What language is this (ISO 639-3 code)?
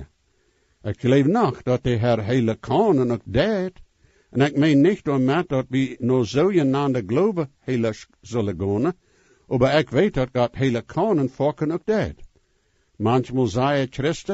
pdt